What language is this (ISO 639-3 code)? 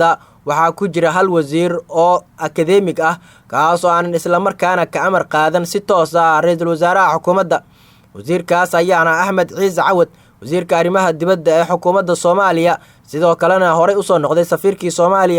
som